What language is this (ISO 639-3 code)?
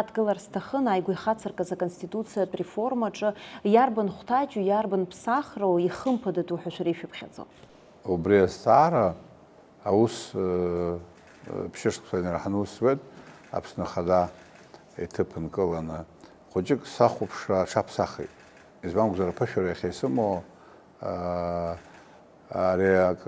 abk